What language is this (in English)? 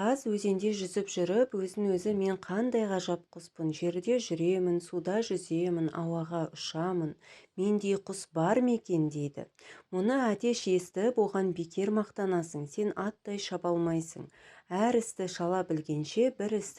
Kazakh